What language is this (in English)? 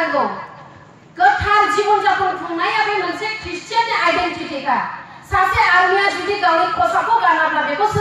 Bodo